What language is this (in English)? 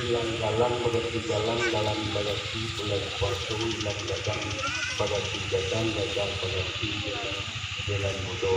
Minangkabau